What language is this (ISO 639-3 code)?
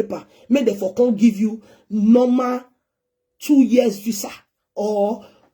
pcm